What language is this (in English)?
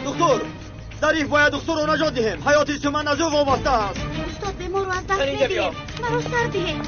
Tajik